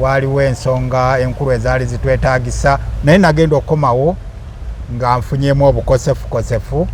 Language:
Ganda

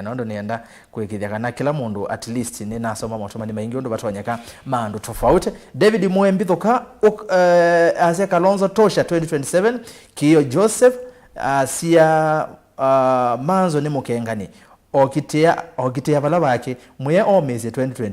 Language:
Kamba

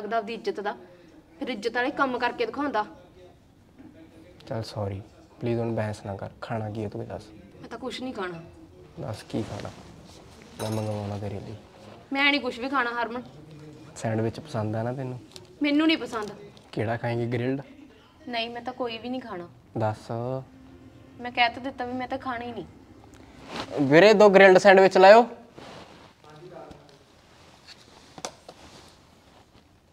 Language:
Punjabi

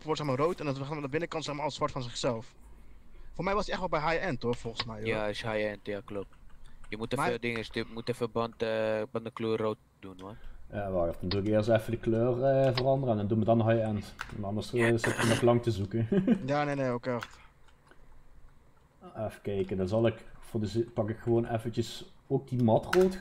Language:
Dutch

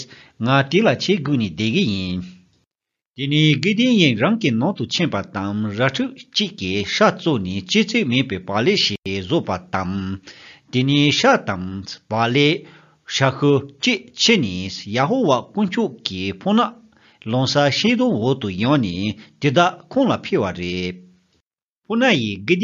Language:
Tibetan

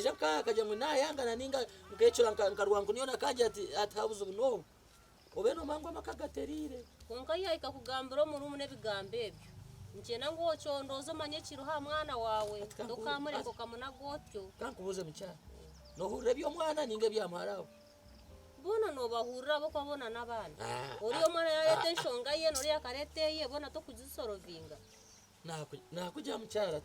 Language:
Nyankole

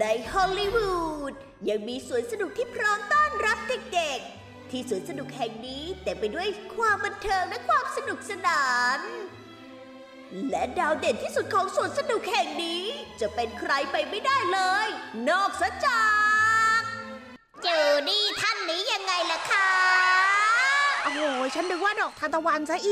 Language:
Thai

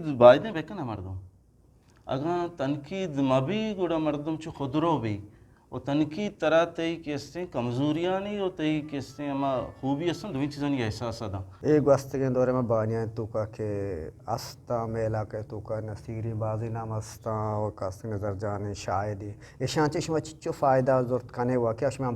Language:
Eastern Balochi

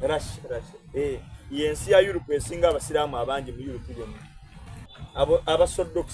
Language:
Soga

